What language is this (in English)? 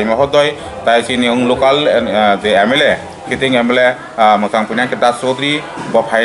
Kok Borok